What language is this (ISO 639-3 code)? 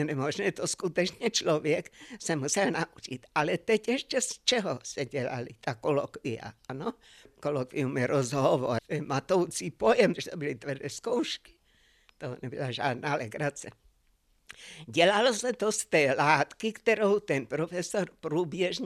ces